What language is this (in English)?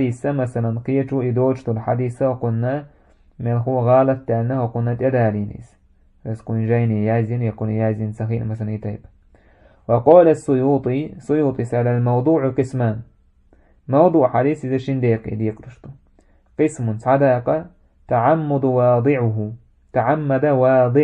Chechen